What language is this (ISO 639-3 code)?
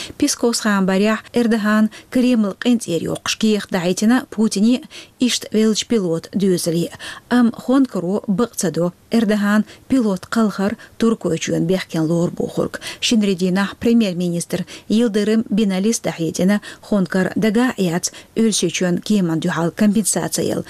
che